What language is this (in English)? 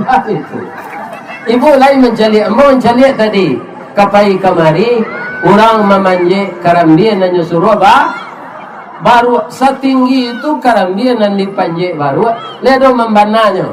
Minangkabau